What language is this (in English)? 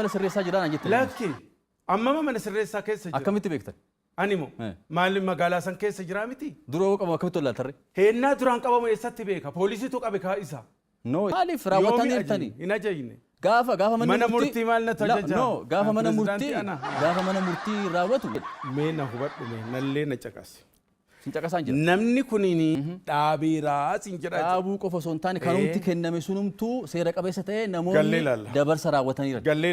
Oromo